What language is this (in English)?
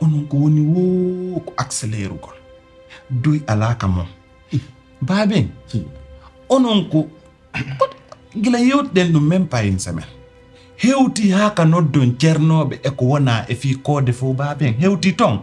Pular